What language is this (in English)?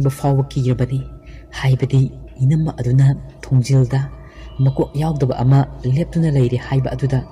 Manipuri